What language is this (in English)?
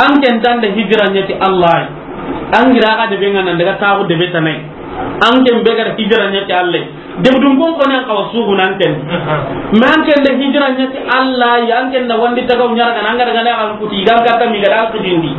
Soninke